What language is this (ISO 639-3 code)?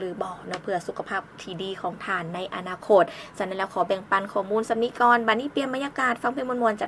lao